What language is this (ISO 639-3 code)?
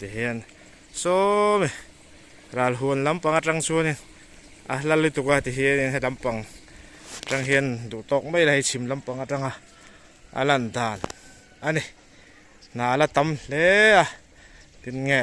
lus